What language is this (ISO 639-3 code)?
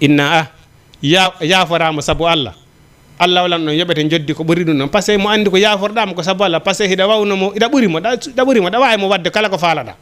ful